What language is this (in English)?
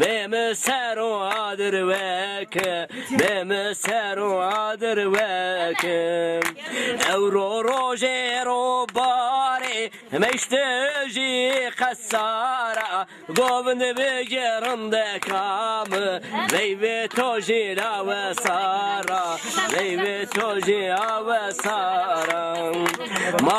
Zaza